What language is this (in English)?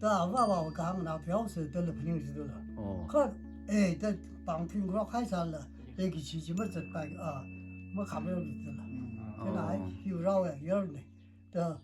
Tangkhul Naga (India)